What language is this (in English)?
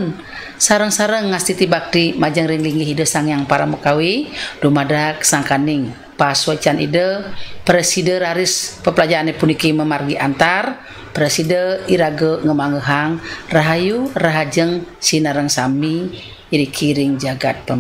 Balinese